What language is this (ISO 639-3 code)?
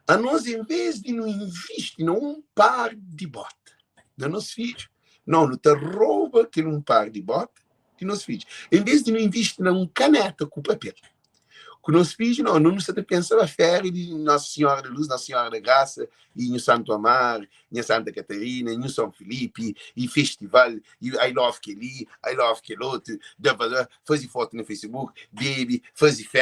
kea